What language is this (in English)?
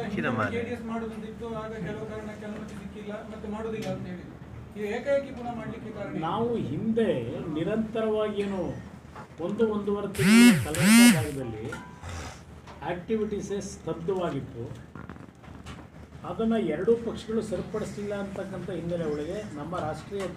Kannada